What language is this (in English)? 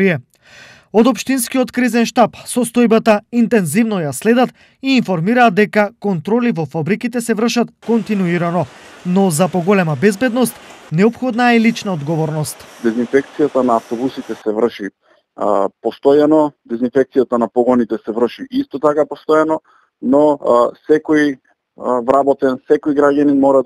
Macedonian